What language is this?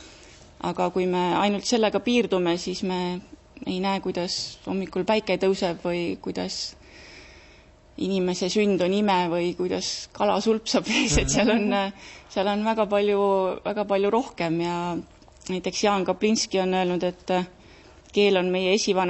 Estonian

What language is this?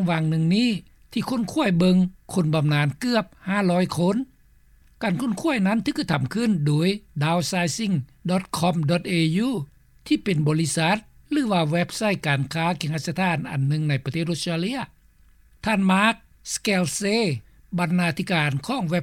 Lao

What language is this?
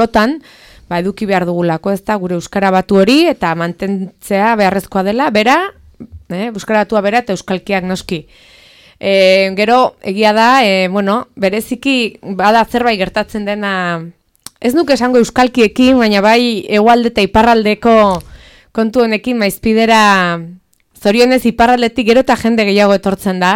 Basque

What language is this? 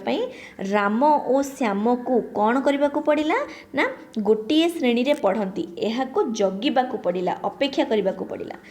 Odia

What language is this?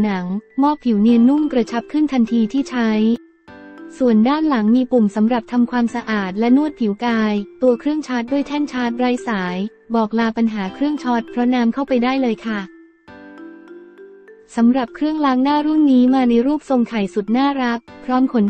Thai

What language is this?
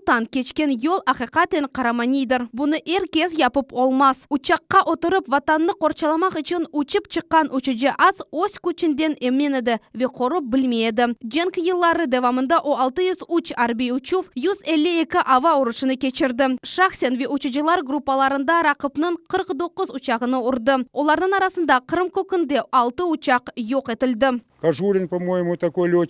Crimean Tatar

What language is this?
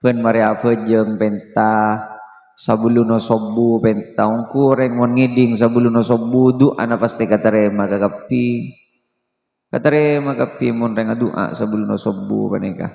Madurese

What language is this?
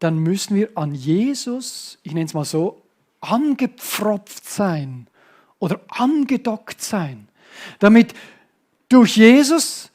Swiss German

